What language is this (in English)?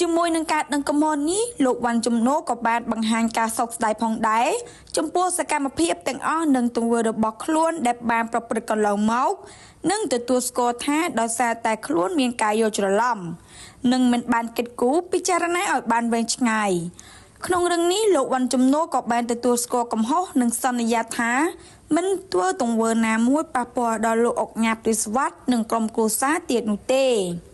Khmer